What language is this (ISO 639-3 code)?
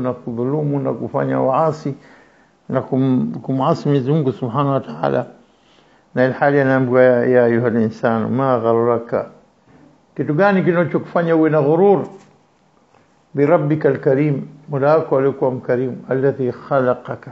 swa